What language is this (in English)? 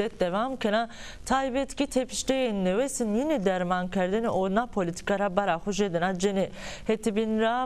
Zaza